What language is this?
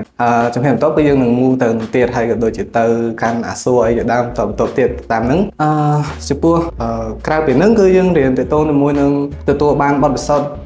Khmer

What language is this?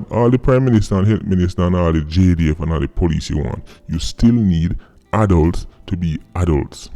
Jamaican Creole English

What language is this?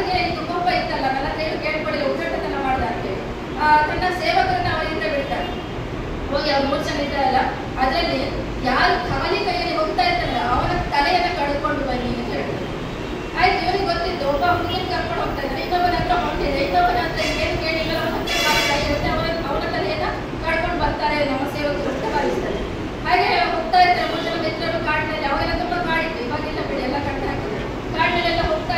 Kannada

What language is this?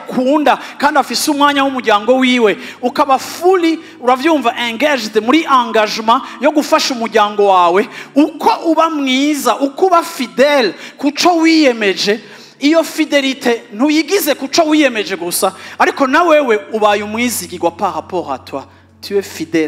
Rundi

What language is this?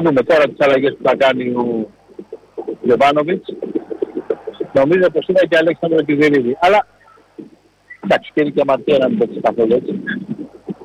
Greek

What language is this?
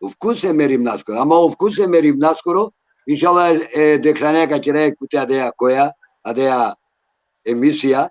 Balkan Romani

